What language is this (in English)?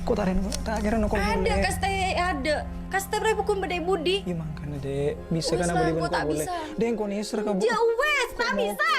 Madurese